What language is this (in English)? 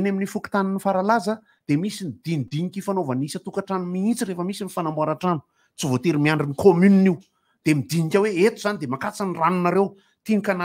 Malagasy